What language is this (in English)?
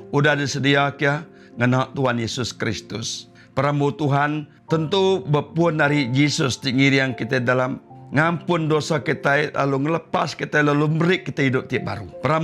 Iban